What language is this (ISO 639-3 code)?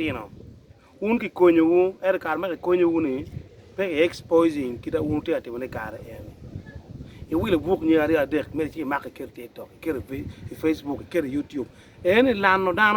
ach